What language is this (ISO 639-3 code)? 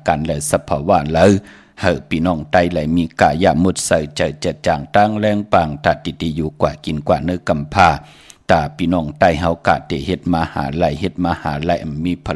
shn